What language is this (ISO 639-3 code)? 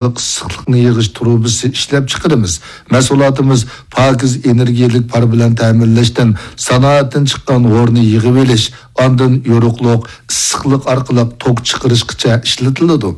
uig